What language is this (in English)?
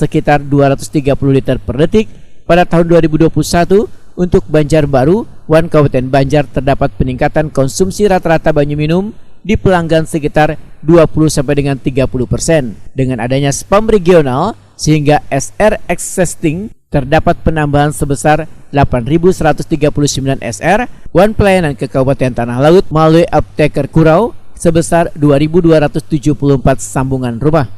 Banjar